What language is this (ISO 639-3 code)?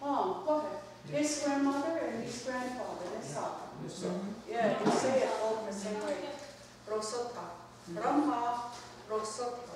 moh